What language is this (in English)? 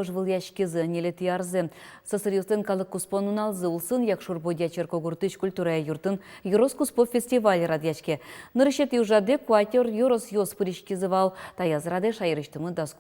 Udmurt